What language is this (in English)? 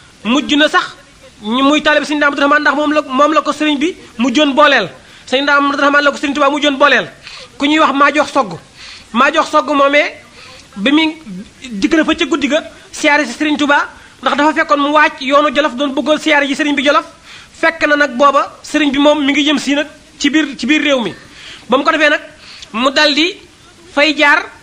Wolof